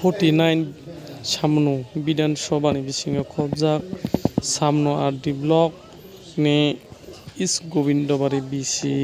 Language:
Kok Borok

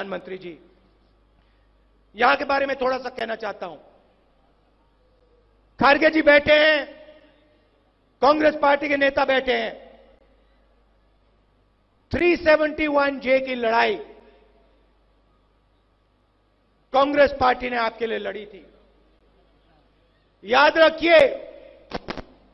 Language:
Hindi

